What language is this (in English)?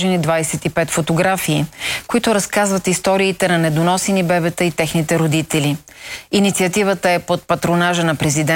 Bulgarian